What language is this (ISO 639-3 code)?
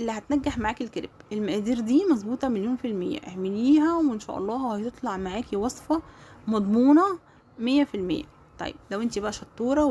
arz